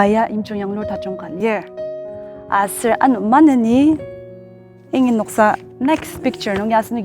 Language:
Ao Naga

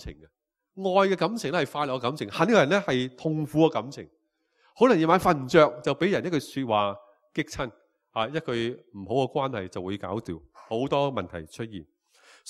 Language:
Cantonese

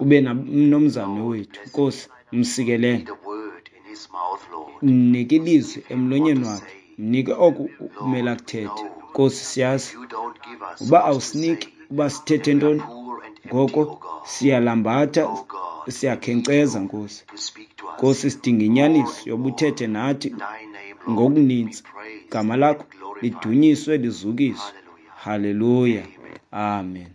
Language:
Xhosa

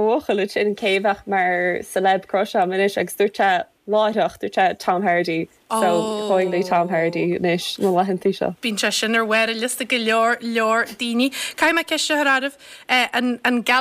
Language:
Irish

